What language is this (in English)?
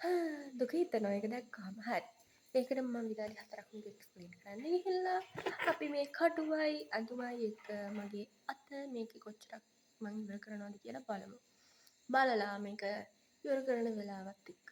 Sinhala